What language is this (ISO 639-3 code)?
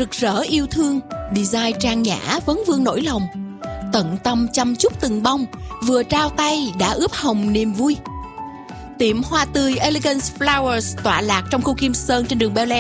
vie